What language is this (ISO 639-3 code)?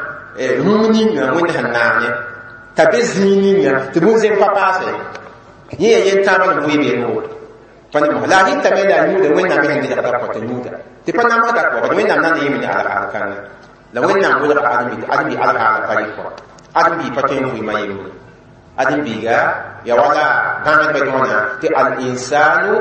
mos